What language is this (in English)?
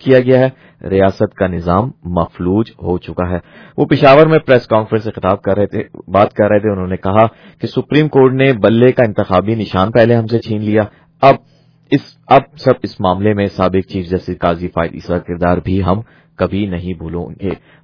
Urdu